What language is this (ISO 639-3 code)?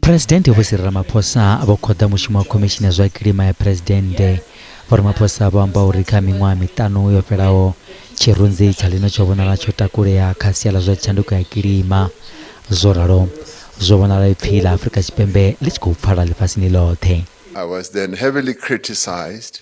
ven